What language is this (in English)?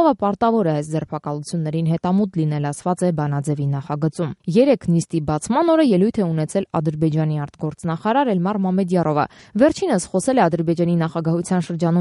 Armenian